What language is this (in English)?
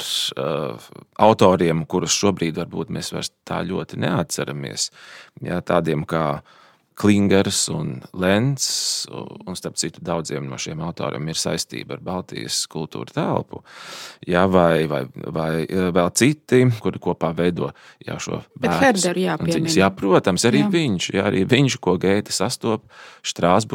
Latvian